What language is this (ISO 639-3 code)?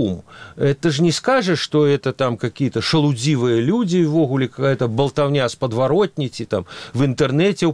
bel